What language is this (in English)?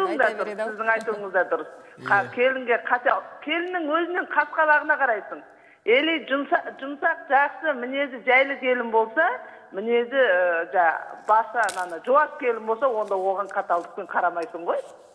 Kazakh